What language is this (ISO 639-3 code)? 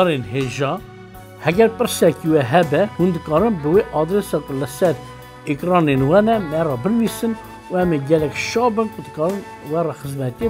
kur